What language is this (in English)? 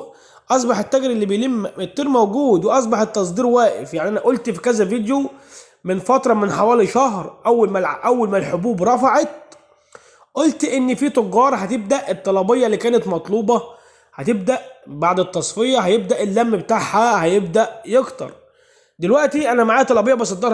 Egyptian Arabic